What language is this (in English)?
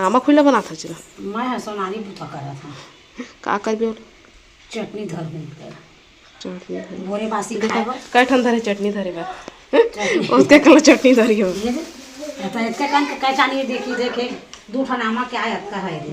Chhattisgarhi